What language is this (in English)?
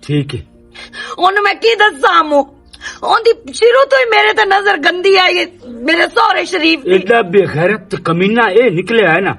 Western Panjabi